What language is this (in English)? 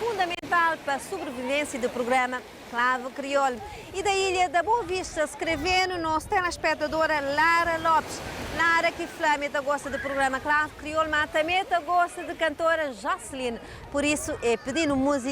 Kabuverdianu